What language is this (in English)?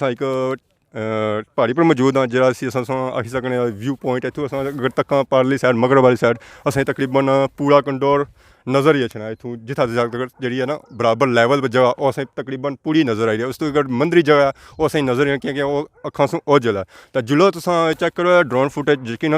Pahari-Potwari